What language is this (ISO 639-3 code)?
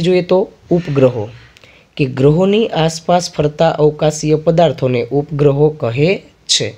guj